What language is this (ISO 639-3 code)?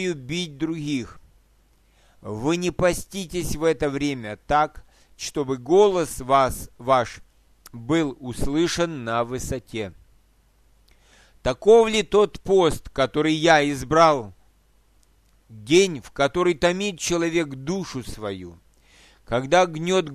rus